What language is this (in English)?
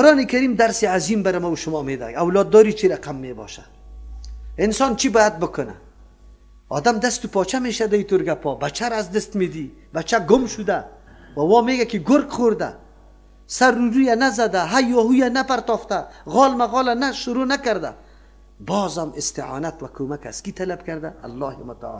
Persian